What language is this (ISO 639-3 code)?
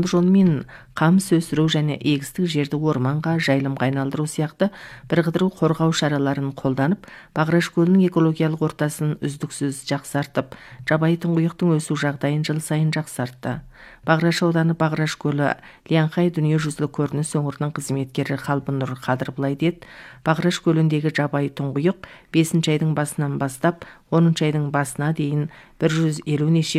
kaz